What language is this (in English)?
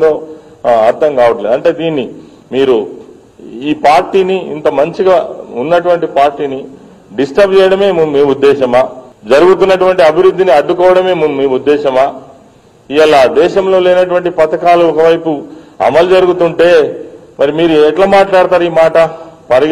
Telugu